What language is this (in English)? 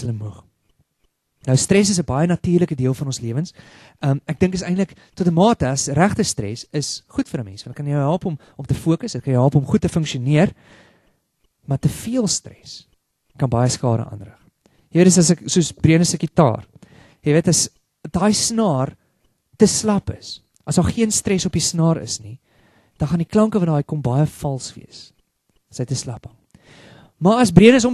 Afrikaans